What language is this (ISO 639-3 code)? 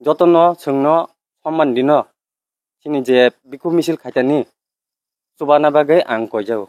trp